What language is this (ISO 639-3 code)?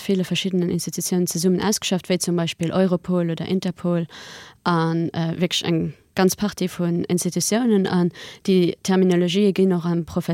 ltz